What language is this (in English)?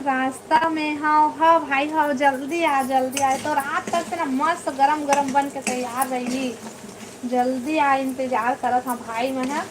Chhattisgarhi